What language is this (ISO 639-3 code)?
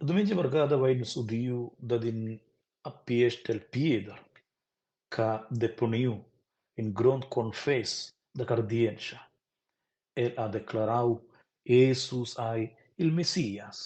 roh